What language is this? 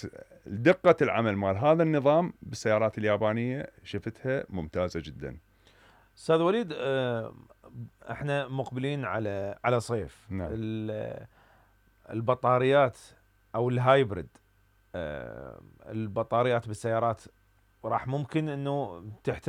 Mesopotamian Arabic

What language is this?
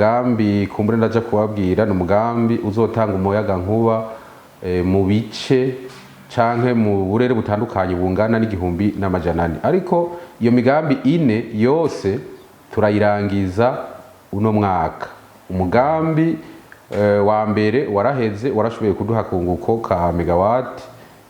Rundi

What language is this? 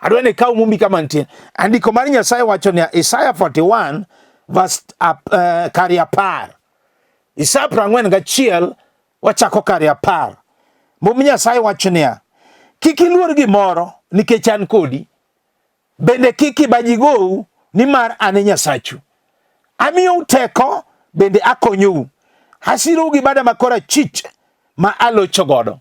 Luo (Kenya and Tanzania)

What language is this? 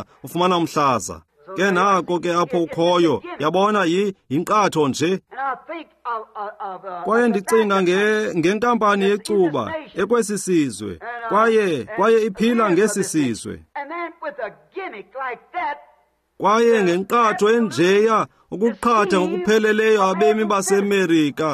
Xhosa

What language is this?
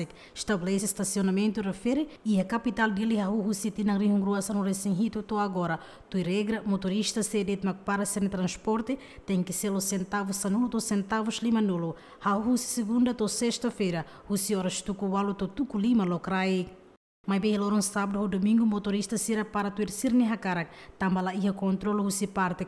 Tetum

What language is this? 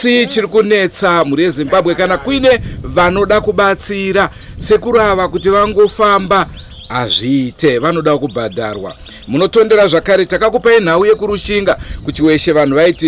Shona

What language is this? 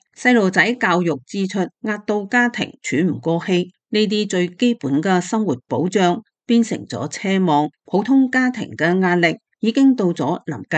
Cantonese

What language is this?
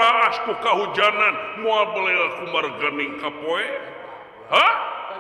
Sundanese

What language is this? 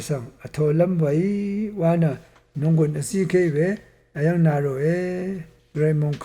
Rawang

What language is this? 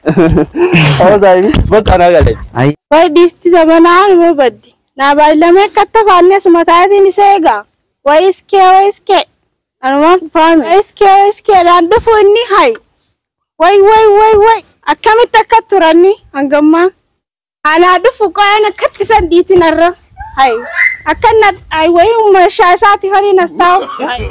Oromo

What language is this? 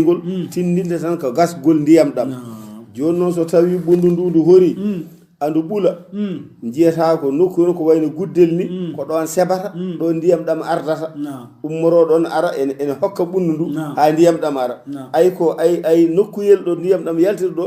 Fula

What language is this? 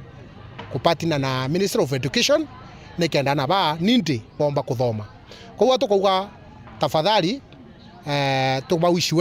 Meru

